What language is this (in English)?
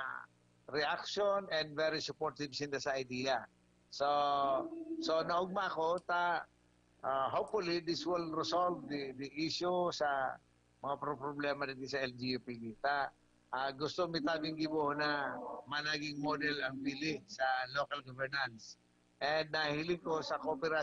Bikol